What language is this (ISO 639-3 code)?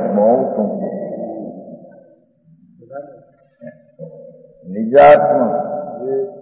guj